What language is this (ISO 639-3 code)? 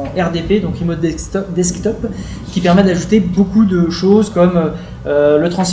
fra